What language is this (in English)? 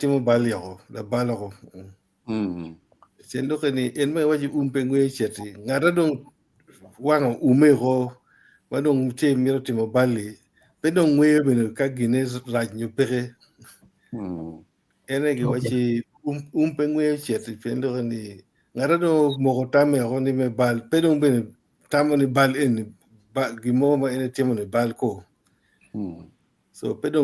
Acoli